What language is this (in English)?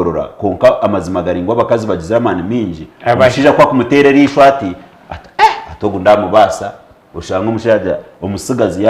Nyankole